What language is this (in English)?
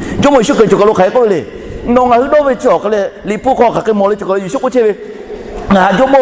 Lahu